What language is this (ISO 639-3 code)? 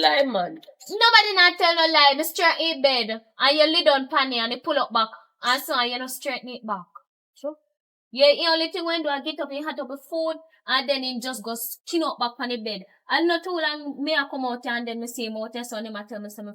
jam